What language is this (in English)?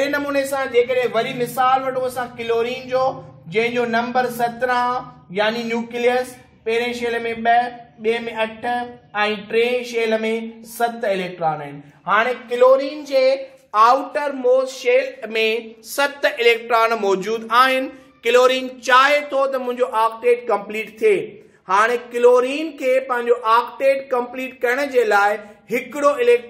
Sindhi